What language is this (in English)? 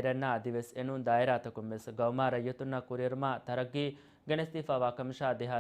Divehi